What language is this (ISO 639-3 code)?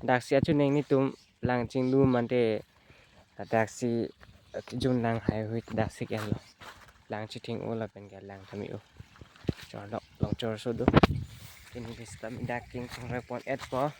mjw